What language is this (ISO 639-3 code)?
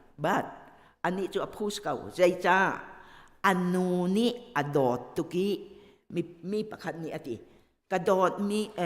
cnh